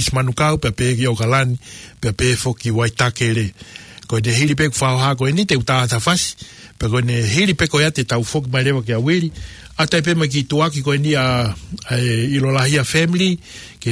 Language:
Tongan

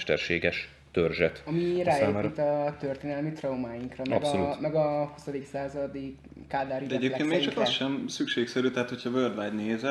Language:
Hungarian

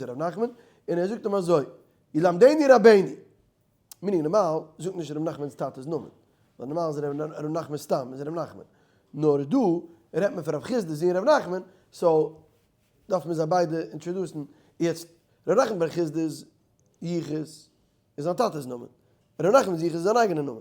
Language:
Yiddish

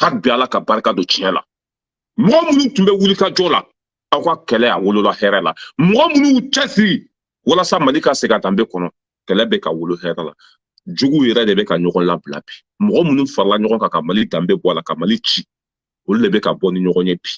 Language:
Bambara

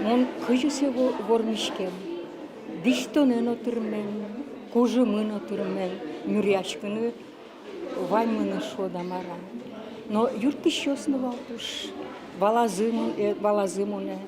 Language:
Udmurt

